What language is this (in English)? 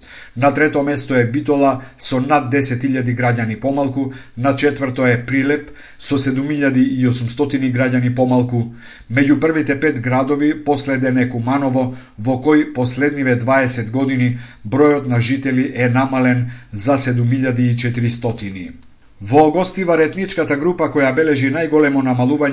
Macedonian